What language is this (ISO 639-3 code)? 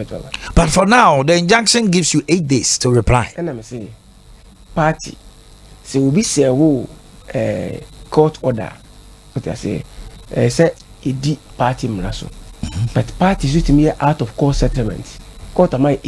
aka